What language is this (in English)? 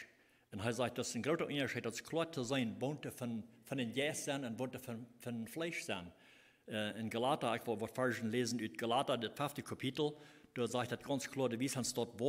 Plautdietsch